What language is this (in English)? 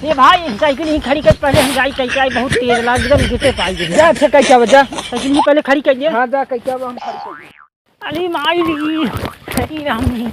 Awadhi